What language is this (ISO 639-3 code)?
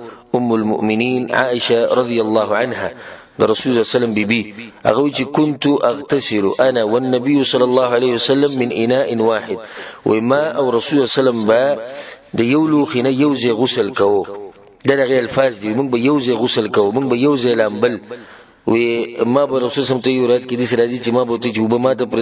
pus